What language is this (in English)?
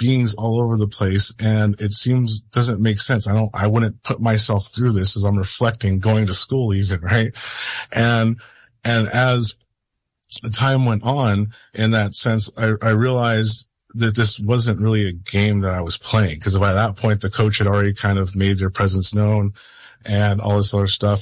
English